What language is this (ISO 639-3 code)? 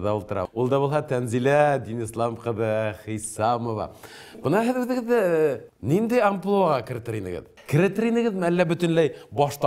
bak